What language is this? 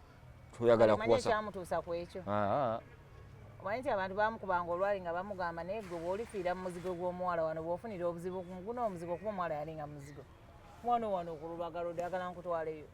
Ganda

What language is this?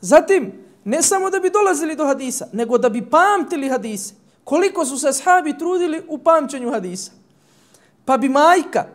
Bosnian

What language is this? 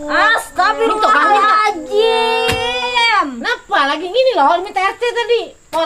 Banjar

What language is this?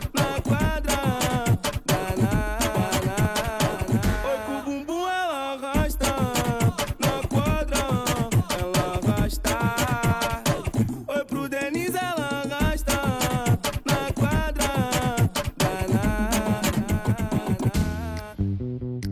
Portuguese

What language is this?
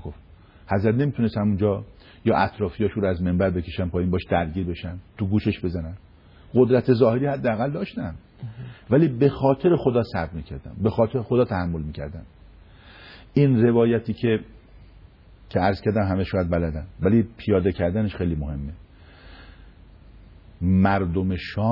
Persian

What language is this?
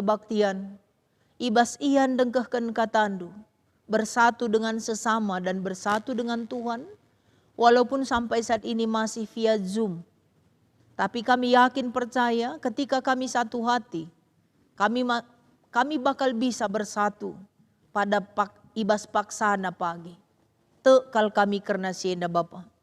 Batak Karo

